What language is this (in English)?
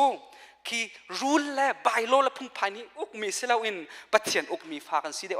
Hakha Chin